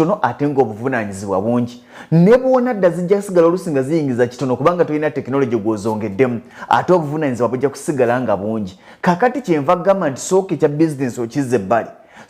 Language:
Ganda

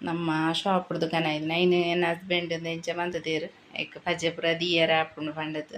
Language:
Tulu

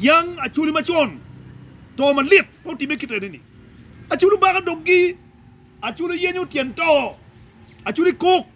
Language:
Acoli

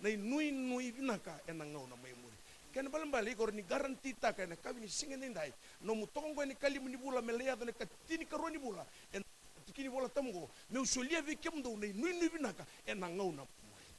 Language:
Fijian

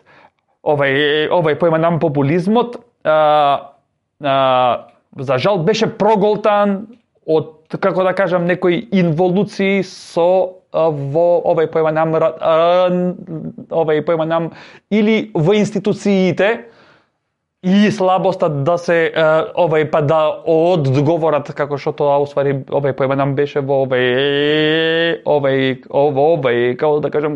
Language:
Macedonian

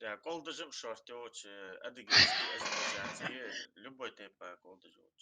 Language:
Ingush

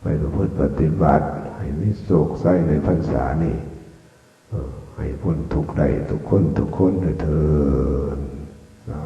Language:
Northeastern Thai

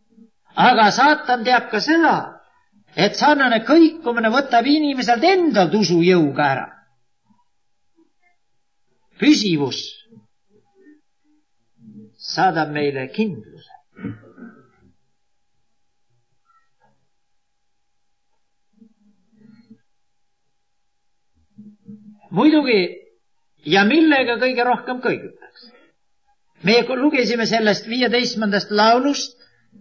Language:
Estonian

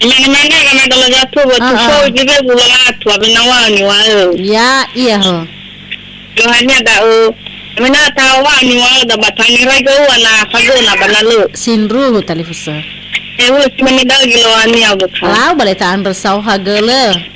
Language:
Nias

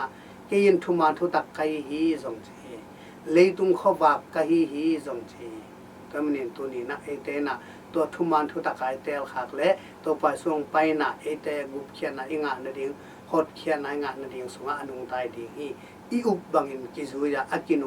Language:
Tedim Chin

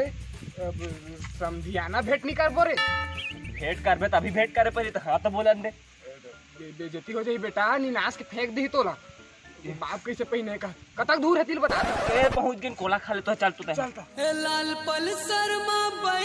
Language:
Chhattisgarhi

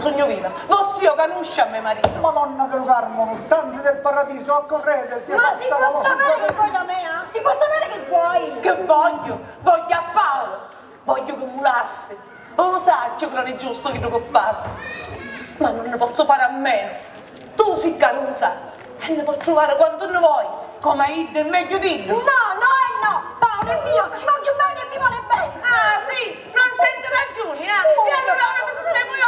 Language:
Sicilian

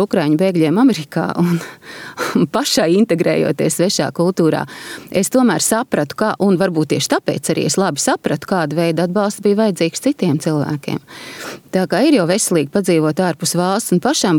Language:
Latvian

